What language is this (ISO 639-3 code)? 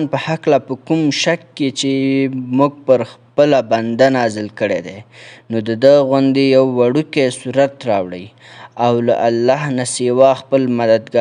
pus